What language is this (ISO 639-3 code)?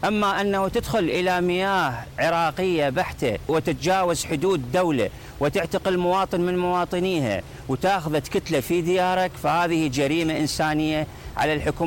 acm